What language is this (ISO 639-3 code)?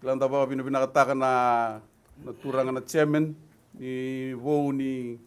fij